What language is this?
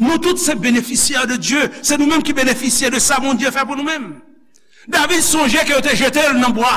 Haitian Creole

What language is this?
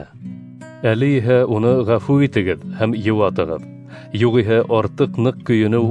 Bashkir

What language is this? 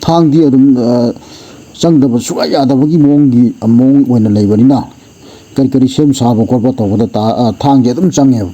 Manipuri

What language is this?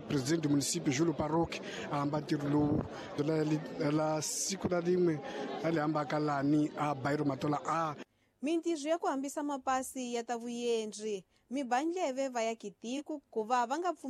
Tsonga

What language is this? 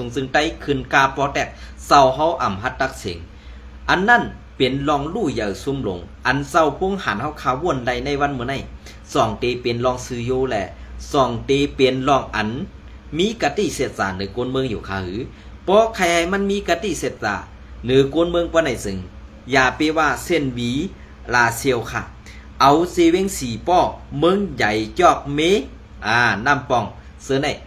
Shan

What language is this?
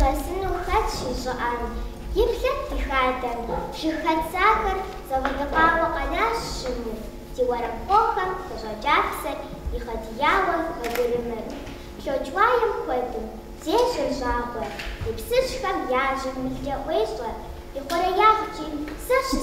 Kabardian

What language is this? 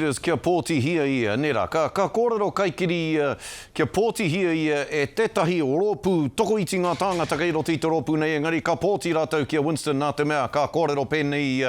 Māori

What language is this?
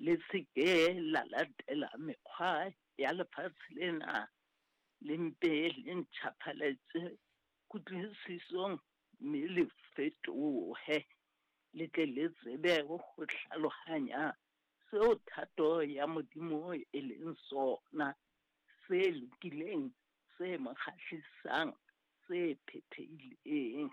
Southern Sotho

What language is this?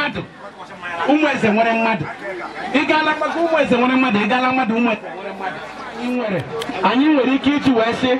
Igbo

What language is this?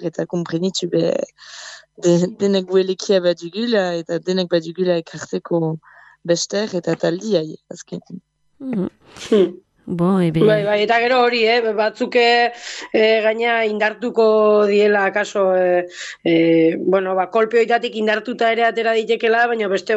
Basque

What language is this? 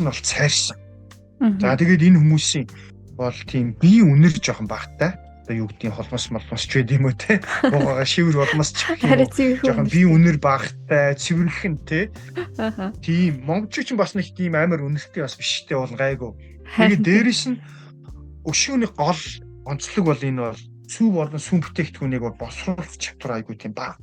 Mongolian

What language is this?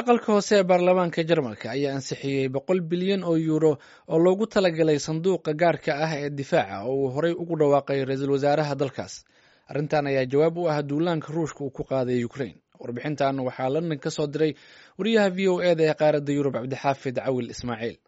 Somali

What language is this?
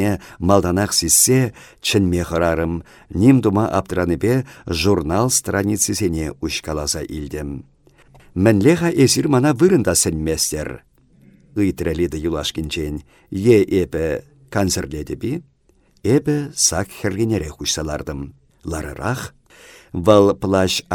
Chuvash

